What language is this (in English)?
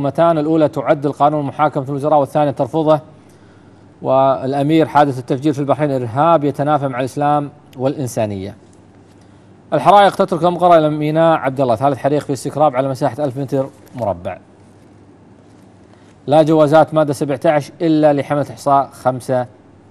Gulf Arabic